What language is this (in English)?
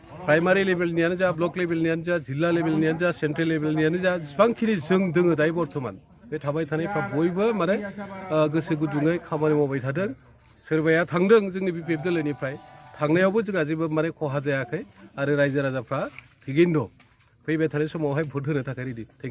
Bodo